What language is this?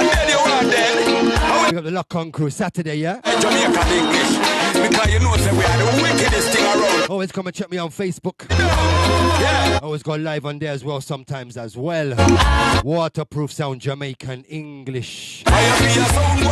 Jamaican Creole English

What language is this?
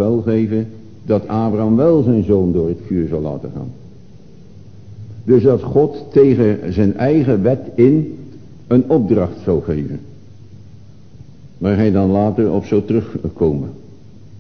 Dutch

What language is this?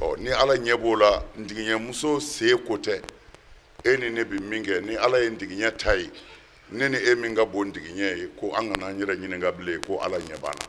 Bambara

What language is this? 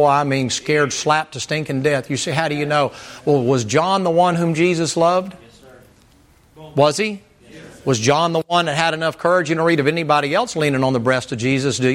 English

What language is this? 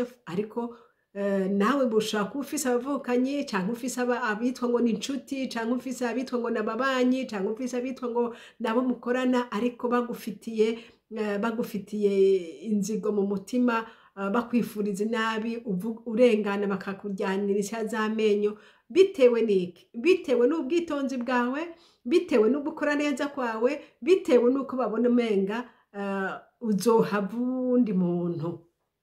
Rundi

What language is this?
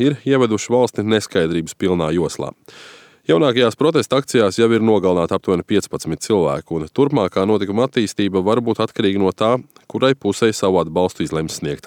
Latvian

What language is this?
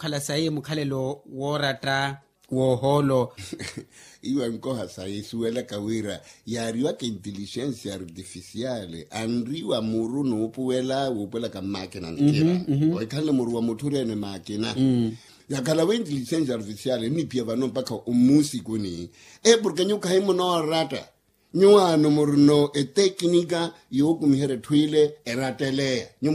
Makhuwa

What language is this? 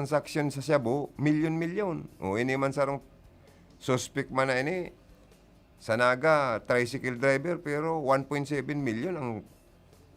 Bikol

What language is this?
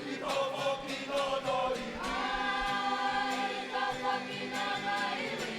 Māori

